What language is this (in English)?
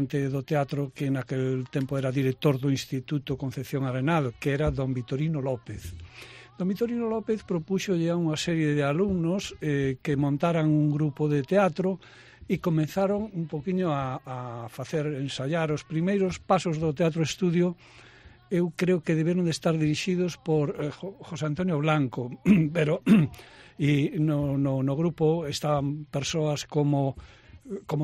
Galician